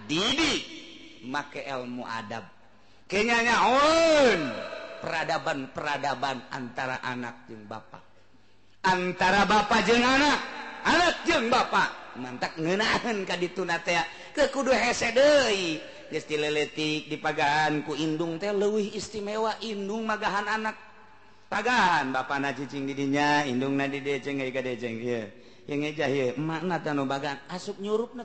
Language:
Sundanese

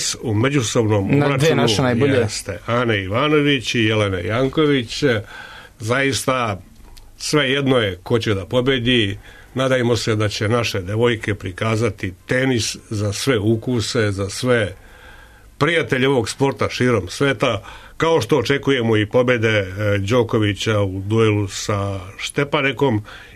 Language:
Serbian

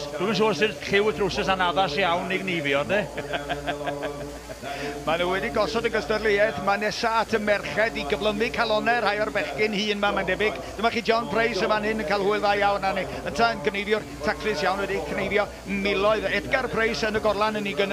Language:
Welsh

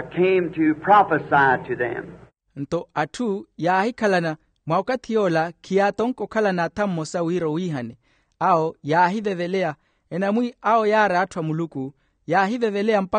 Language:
Makhuwa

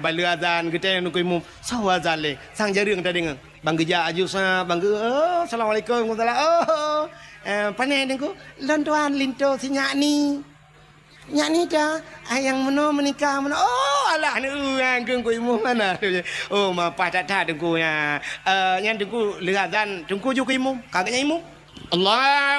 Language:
Achinese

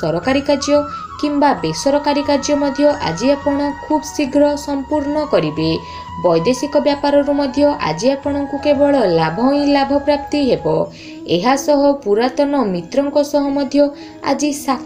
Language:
Odia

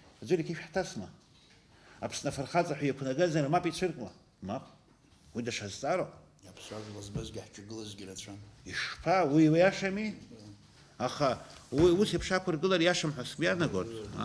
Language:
Abkhazian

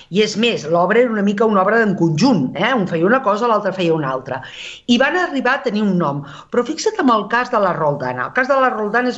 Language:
Catalan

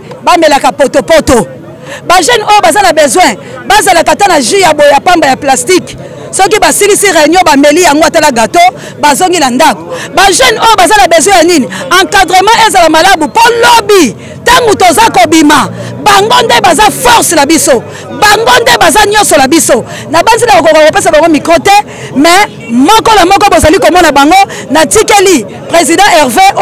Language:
Lingala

